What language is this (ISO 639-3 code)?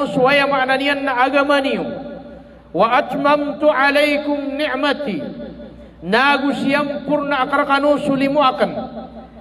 mrw